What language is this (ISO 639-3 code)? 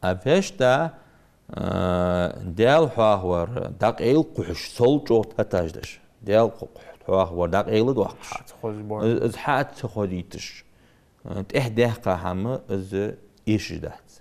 inh